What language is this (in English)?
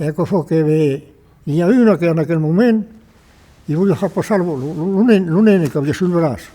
Occitan